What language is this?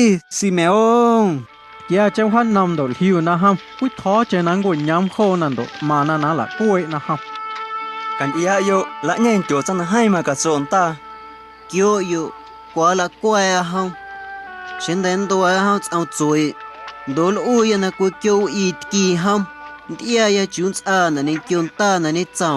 Guerrero Amuzgo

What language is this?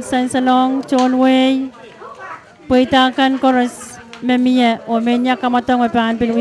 Pohnpeian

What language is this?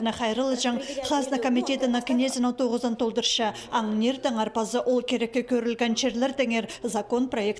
Khakas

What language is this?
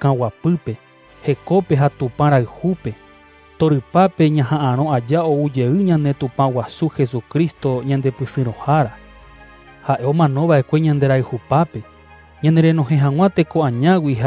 Guarani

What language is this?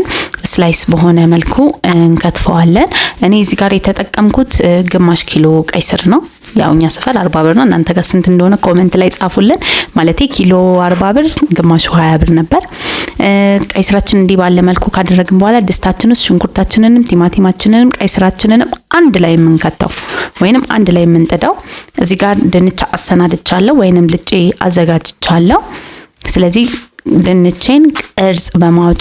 Amharic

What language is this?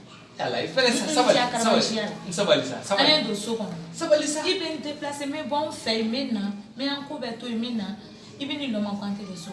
Bambara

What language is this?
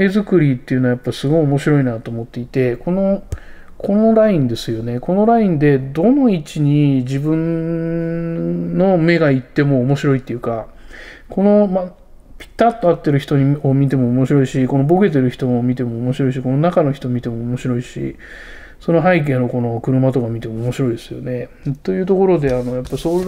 Japanese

